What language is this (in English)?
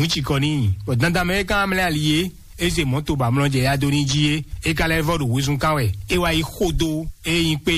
Fon